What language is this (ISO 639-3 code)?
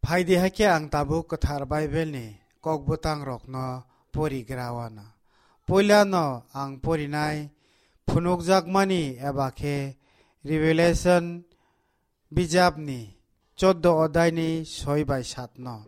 trp